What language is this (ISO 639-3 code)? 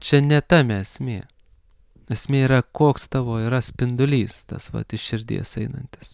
lit